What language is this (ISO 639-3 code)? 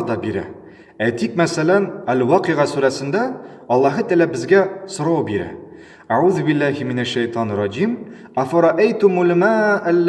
tat